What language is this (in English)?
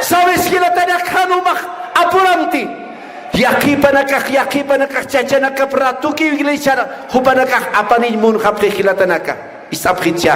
Aymara